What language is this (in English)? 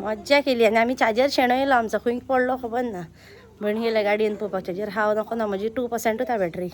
Konkani